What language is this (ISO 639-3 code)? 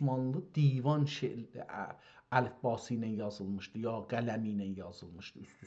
azb